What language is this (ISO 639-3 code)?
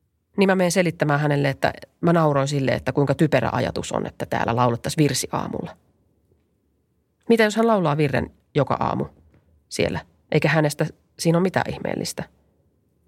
fin